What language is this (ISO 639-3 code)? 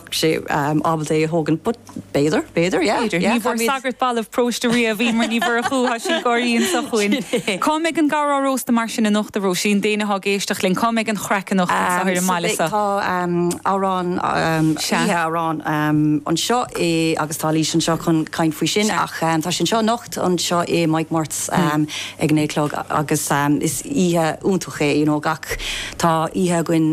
gle